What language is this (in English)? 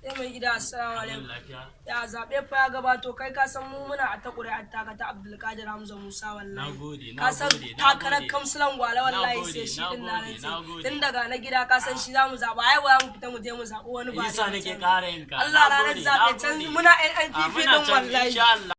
Hausa